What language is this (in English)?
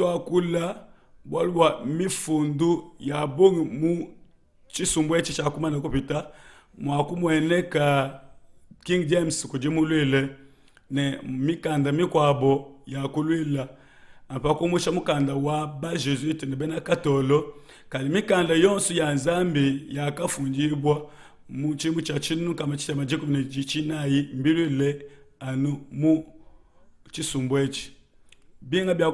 Luba-Lulua